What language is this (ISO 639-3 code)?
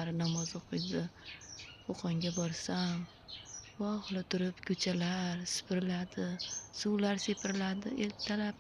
uzb